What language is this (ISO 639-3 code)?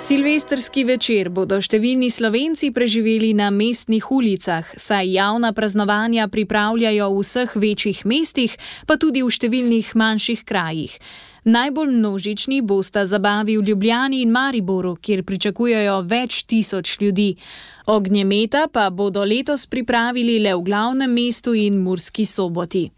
slv